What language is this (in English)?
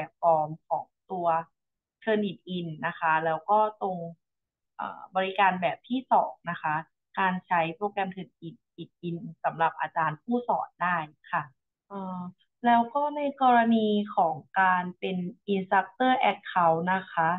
Thai